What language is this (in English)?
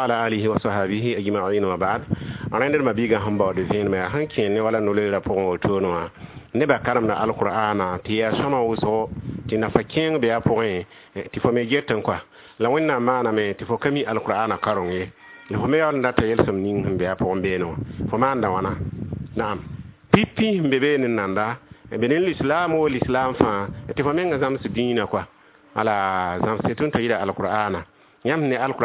Mossi